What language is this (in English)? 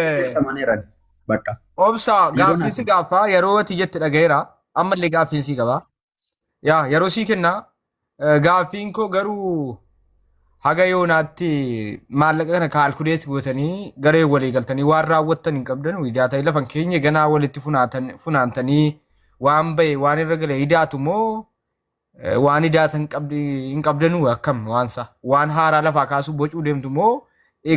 Oromo